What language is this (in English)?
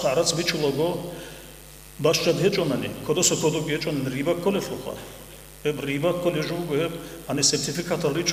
Avaric